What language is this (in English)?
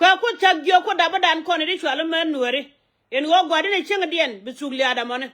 Nuer